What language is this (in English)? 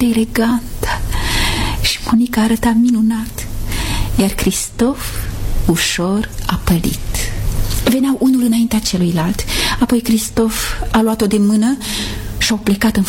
Romanian